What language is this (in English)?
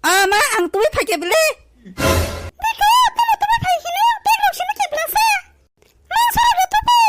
Kok Borok